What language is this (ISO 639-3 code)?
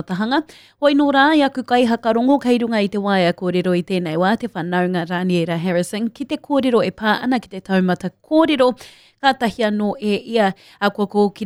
mri